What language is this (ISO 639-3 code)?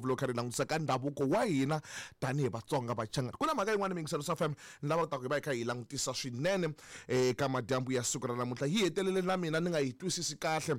tso